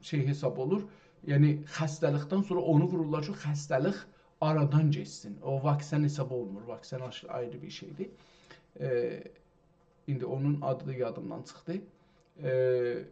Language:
South Azerbaijani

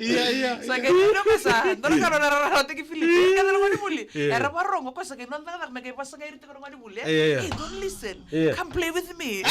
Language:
Fijian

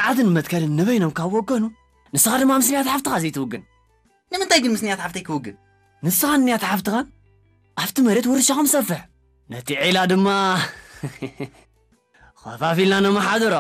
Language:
Tigrinya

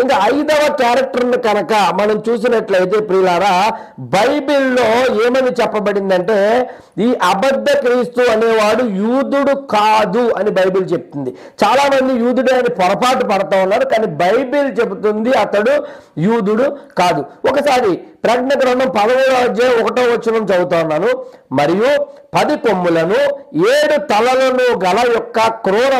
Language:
Telugu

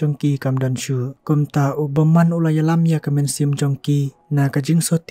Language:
Khasi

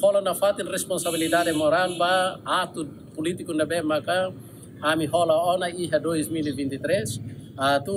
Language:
Tetum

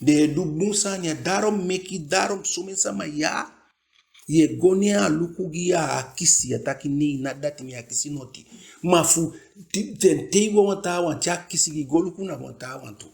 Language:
Eastern Maroon Creole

